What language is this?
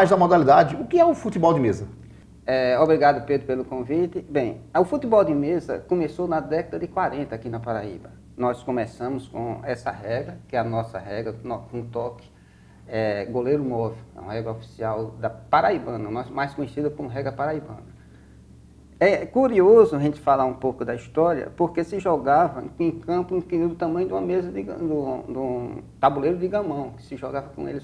Portuguese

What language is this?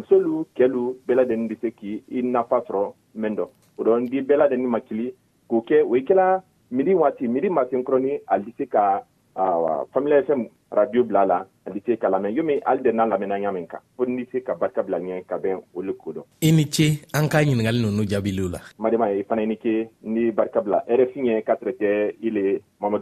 Bambara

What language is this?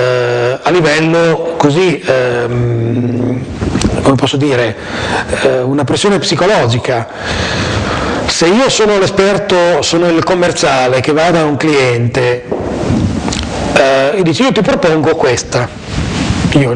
Italian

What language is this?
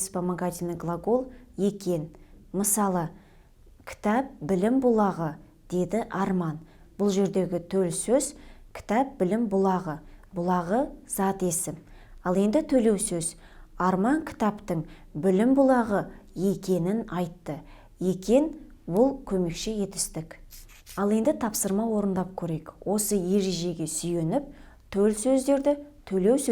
Kazakh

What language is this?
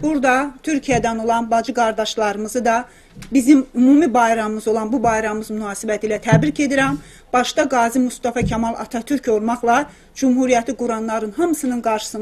South Azerbaijani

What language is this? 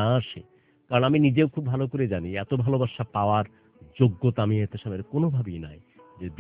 Bangla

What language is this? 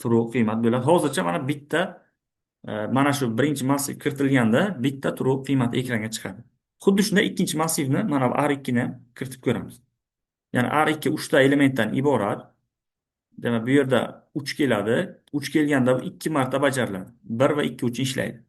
Uzbek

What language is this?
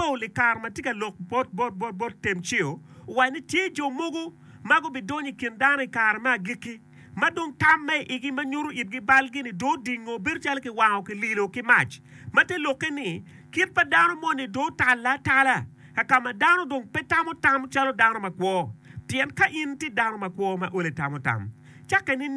Acoli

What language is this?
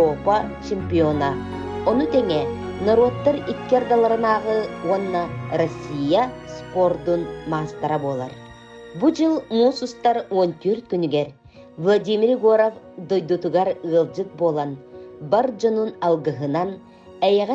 Yakut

